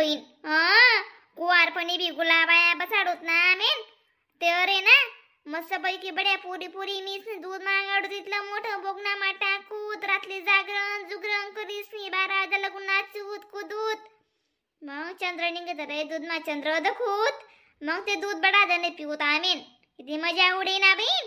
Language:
Khandesi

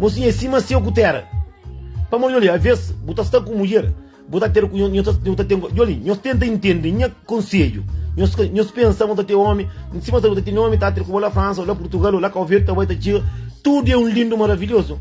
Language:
Kabuverdianu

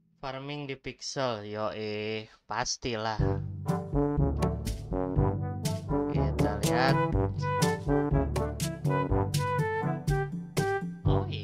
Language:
Indonesian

